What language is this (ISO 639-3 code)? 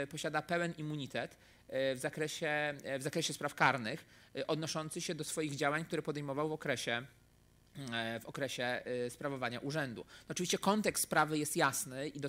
pol